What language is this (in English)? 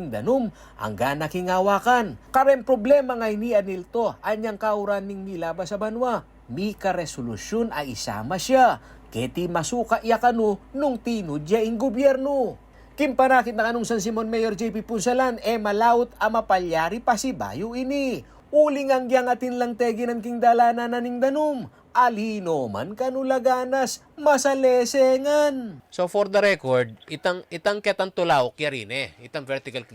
Pampanga